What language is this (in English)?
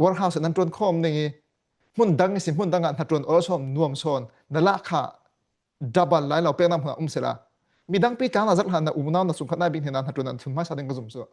Falam Chin